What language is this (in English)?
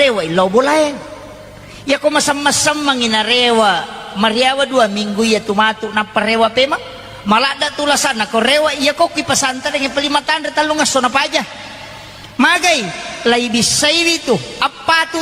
Buginese